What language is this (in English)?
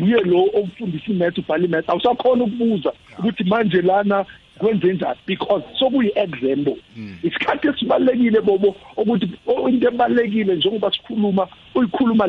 South Ndebele